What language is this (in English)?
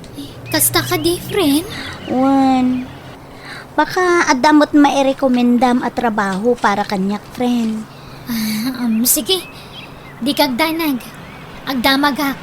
Iloko